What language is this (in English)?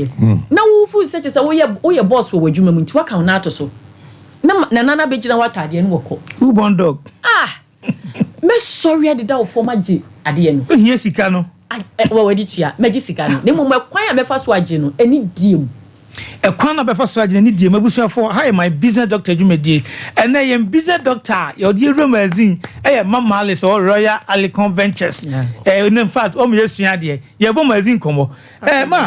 Akan